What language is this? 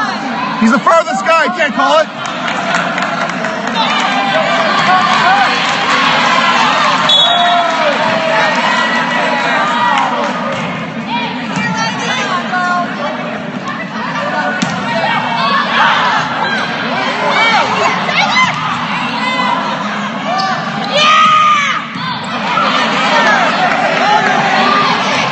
English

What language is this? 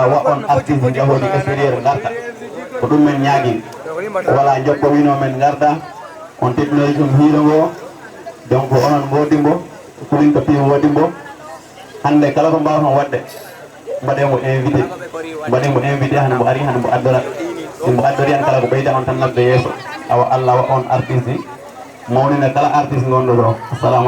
Fula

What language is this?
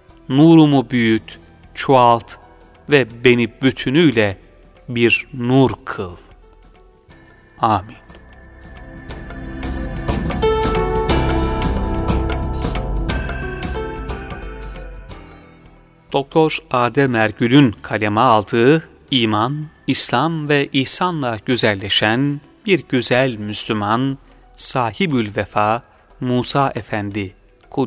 Turkish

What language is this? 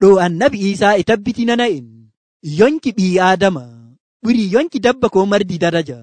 Nigerian Fulfulde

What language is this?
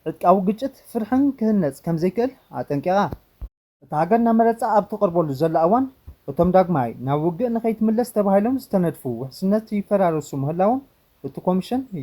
Tigrinya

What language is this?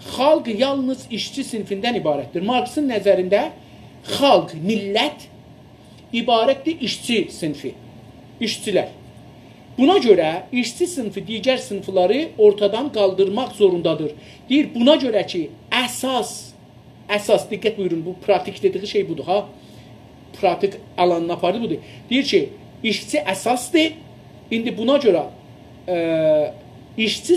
South Azerbaijani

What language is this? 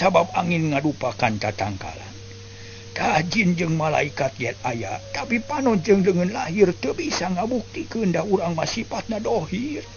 Sundanese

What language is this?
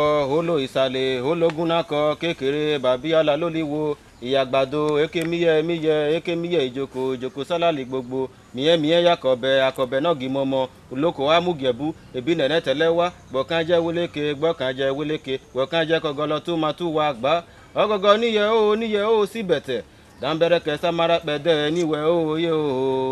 Bini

